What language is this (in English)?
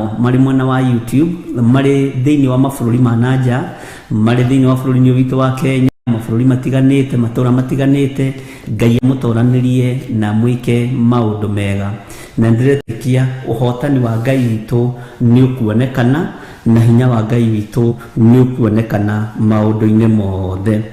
Kikuyu